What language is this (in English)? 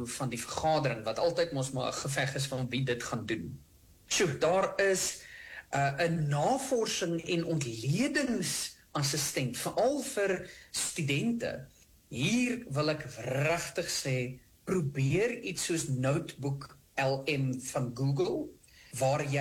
Afrikaans